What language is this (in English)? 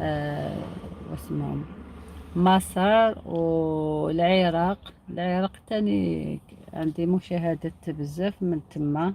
Algerian Arabic